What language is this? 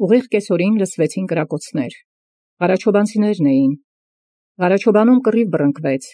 Armenian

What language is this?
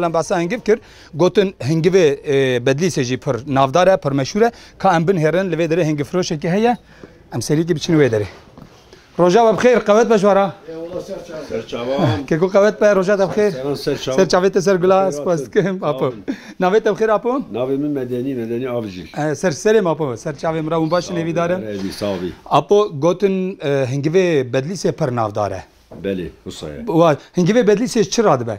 Kurdish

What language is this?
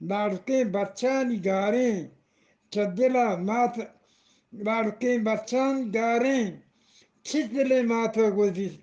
Eastern Balochi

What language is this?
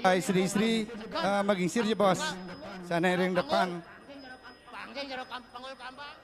Balinese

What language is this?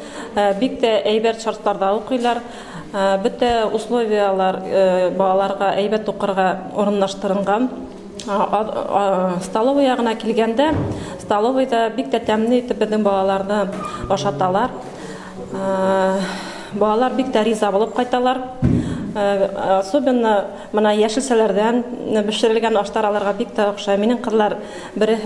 Bashkir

